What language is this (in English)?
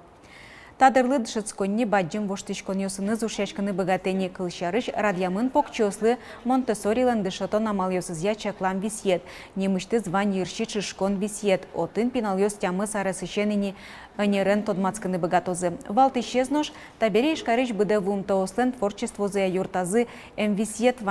Udmurt